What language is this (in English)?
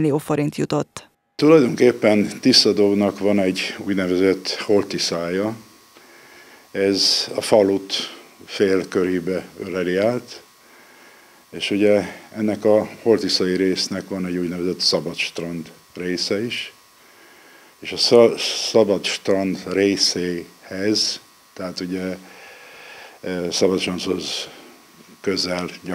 Hungarian